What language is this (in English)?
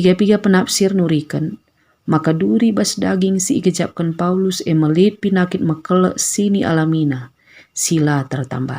Batak Karo